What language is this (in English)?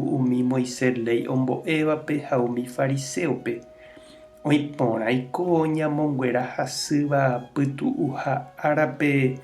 Guarani